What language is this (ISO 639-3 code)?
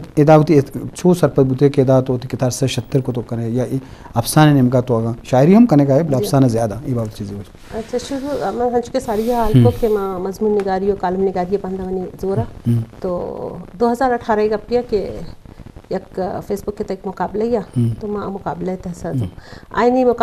bgp